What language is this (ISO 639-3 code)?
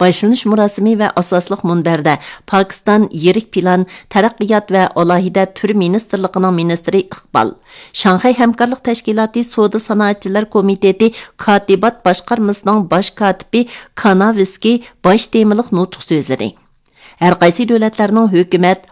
uig